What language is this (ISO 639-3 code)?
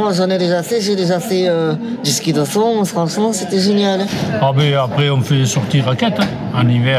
fra